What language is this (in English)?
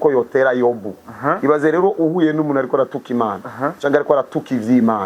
Rundi